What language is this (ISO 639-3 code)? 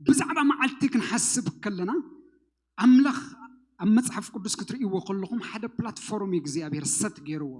tir